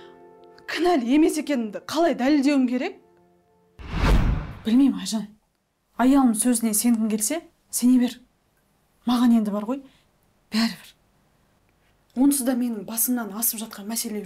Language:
Kazakh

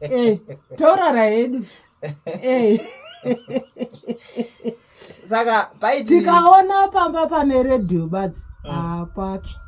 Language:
Shona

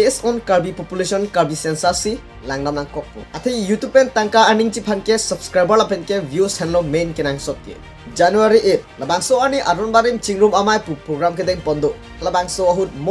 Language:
Karbi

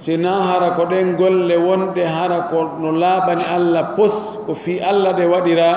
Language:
Pular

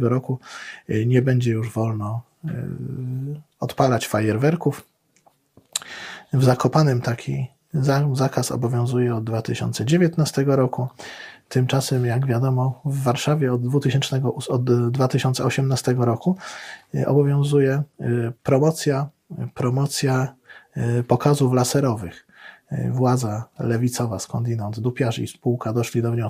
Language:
Polish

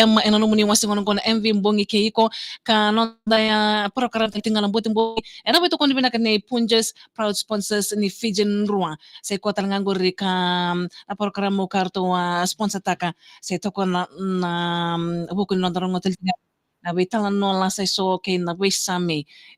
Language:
Fijian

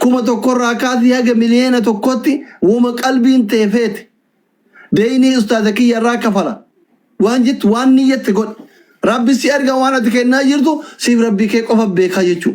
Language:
Oromo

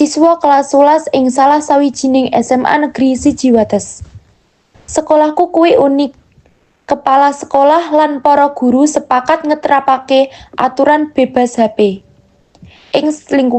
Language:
Javanese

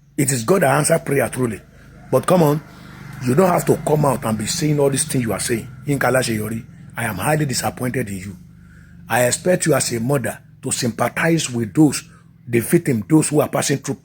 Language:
Yoruba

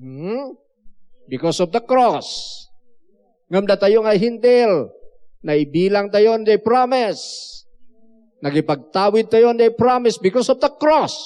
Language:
Iloko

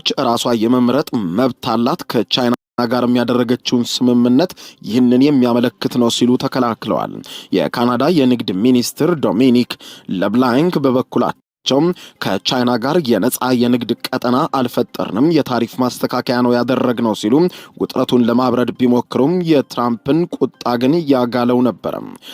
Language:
Amharic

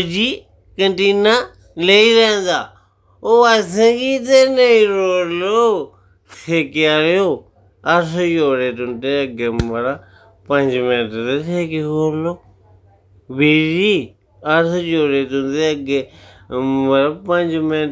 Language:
Dogri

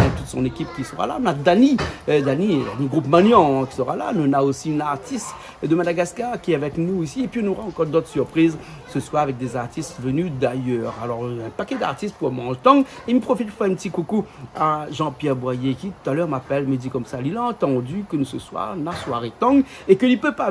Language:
Réunion Creole French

